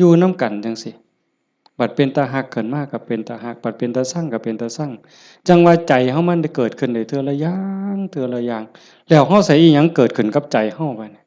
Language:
Lao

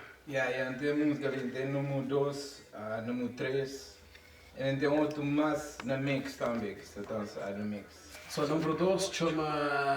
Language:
Kabuverdianu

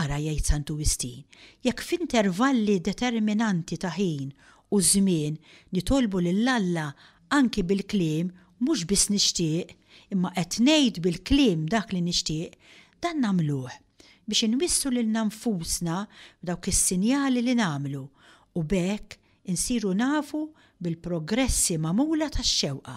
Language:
Maltese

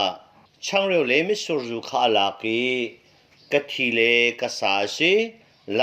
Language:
Hakha Chin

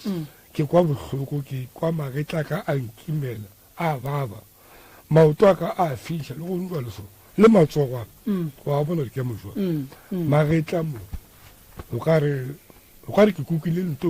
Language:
Northern Sotho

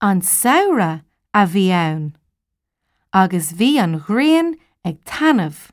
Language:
Irish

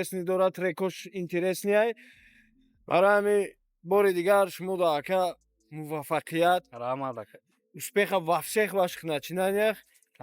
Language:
Tajik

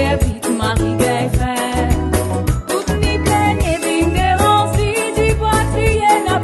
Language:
Morisyen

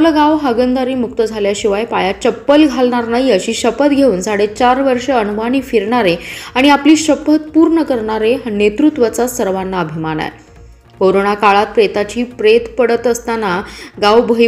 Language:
Marathi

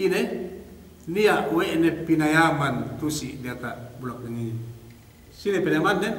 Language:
Yakan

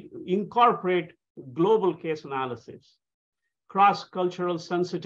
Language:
English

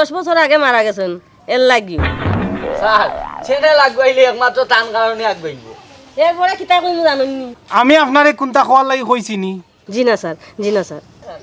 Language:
Sylheti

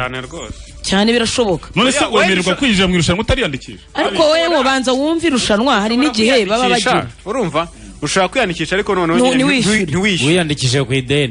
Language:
Kinyarwanda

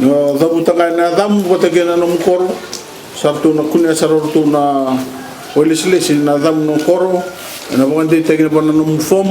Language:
Fijian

